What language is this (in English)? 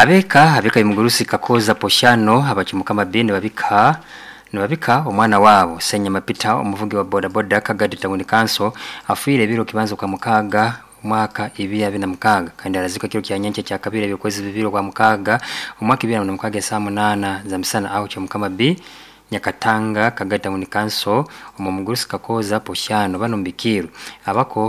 Nyoro